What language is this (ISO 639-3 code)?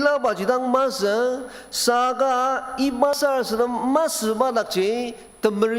njo